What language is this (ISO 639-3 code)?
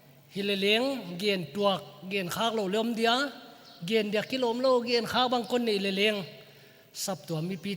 pck